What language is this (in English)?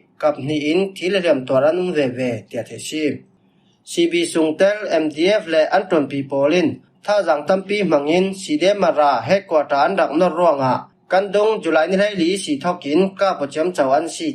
Falam Chin